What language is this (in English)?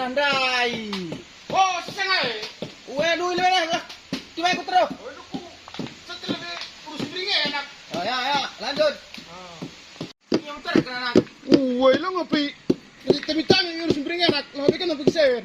Batak Karo